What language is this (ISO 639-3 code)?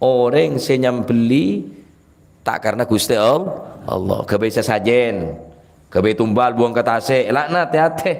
mad